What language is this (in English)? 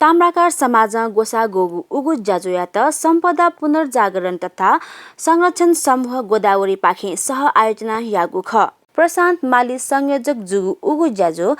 Newari